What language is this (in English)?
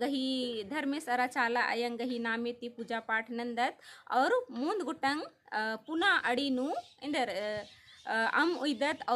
Kurukh